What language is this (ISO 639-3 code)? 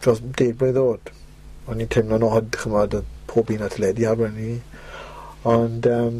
cym